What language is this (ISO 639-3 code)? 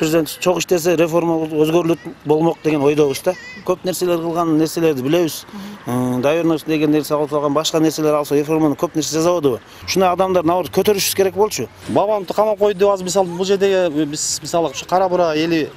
kir